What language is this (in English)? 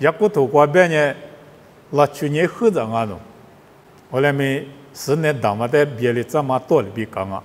Lisu